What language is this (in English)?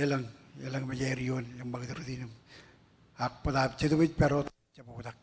Marshallese